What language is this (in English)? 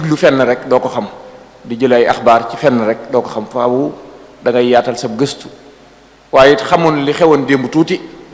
Wolof